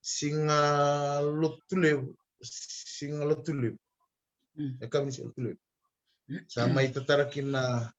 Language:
Fijian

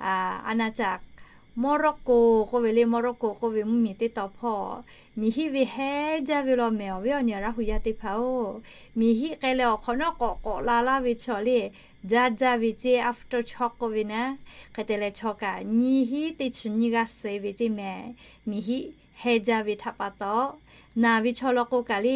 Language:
Lahu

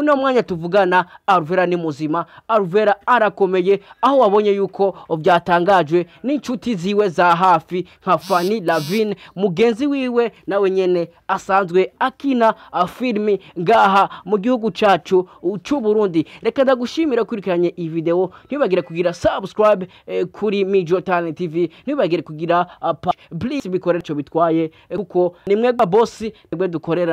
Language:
Rundi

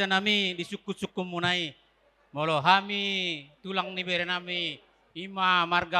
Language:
Batak Toba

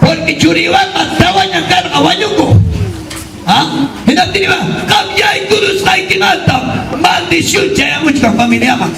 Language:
Ayacucho Quechua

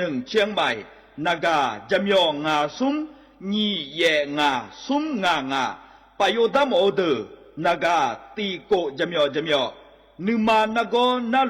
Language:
Akha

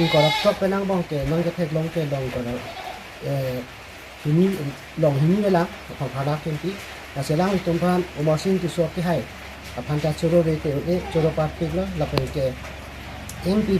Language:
Karbi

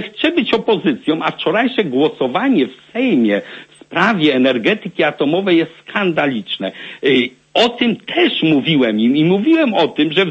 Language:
Polish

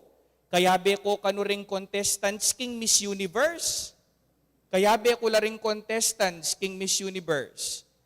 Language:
Pampanga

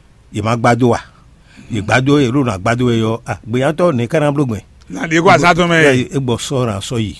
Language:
Fon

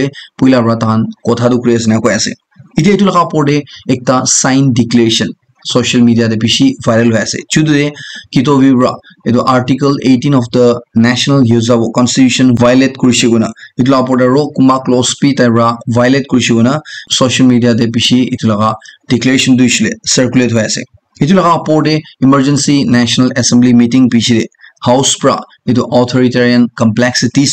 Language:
Naga Pidgin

